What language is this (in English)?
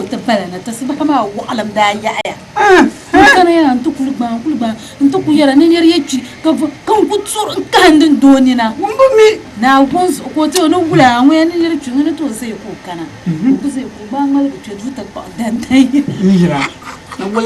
Dagbani